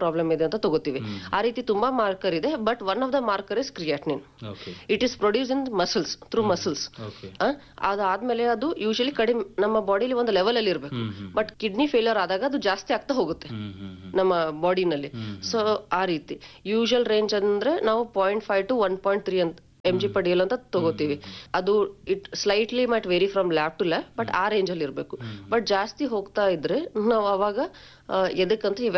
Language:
Kannada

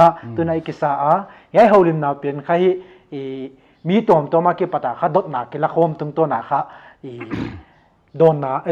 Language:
Paite Chin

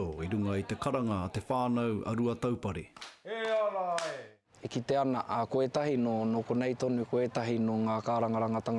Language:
Māori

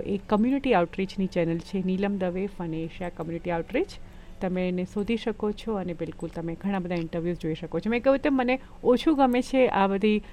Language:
Gujarati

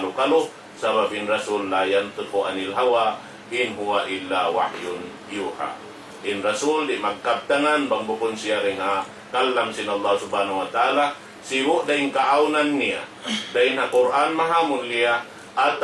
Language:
Tausug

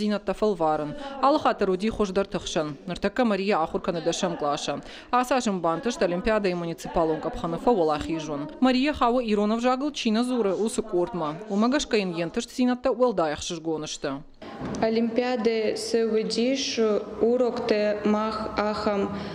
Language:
Ossetic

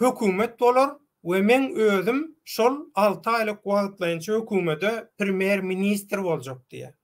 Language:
Turkmen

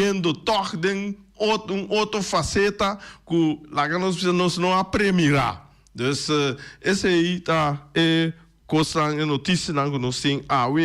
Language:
Papiamento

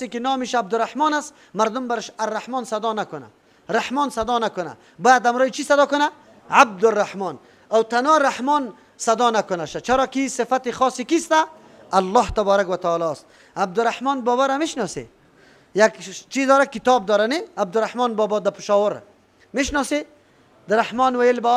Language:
Persian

